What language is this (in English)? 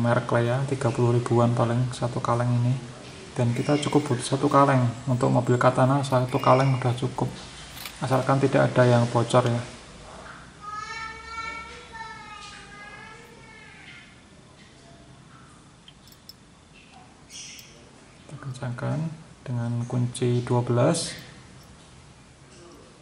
Indonesian